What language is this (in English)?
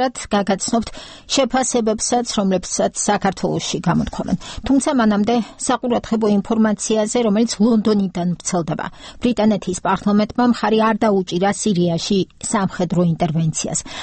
Georgian